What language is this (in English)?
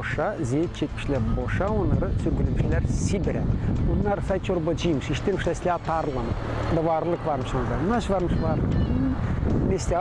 Gagauz